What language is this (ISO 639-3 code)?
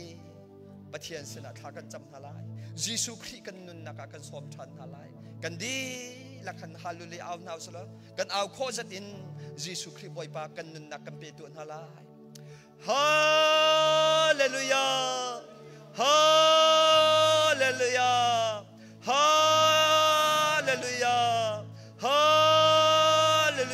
cnh